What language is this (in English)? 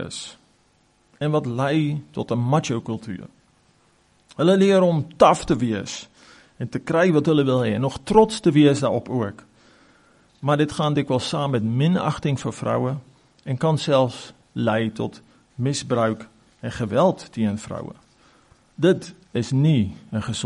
Afrikaans